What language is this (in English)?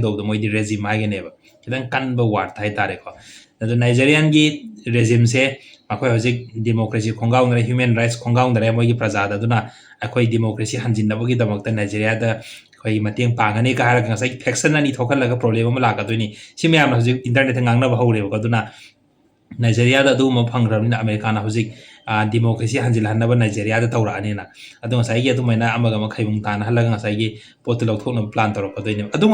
Manipuri